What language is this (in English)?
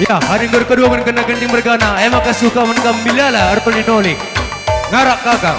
Batak Karo